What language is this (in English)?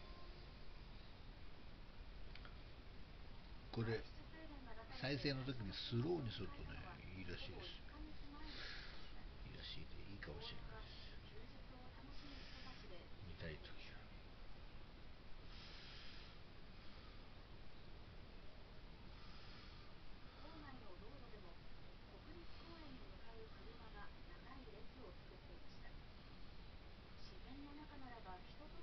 Japanese